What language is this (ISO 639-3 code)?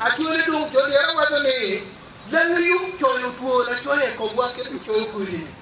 ach